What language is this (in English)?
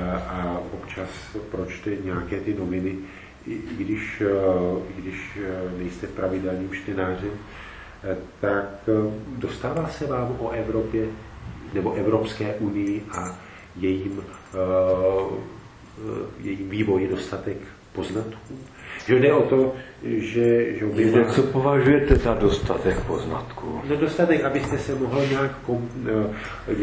Czech